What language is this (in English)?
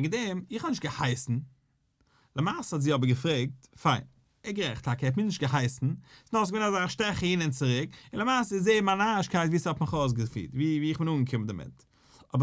Yiddish